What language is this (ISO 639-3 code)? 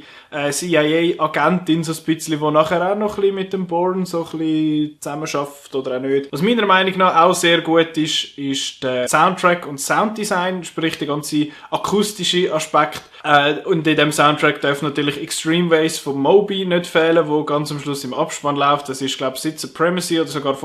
gsw